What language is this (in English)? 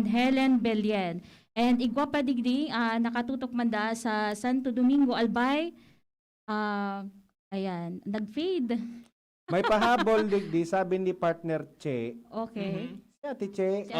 Bikol